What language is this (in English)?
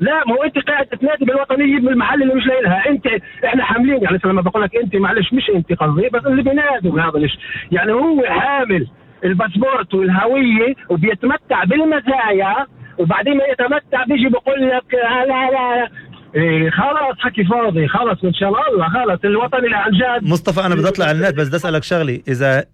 North Levantine Arabic